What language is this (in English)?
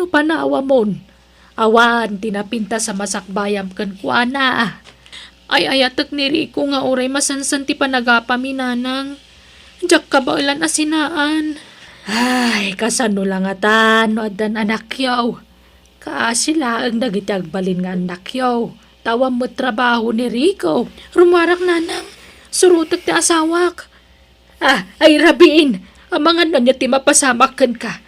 Iloko